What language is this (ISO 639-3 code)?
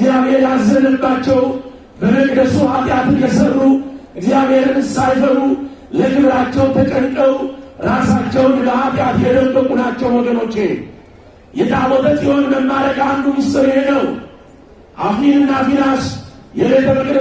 amh